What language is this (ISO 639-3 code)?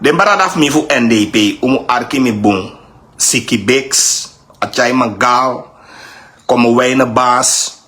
srn